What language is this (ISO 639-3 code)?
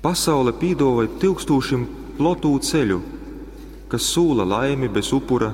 ltg